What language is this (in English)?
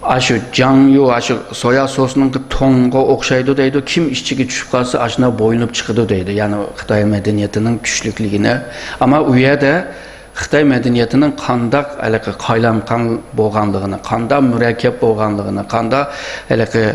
Uyghur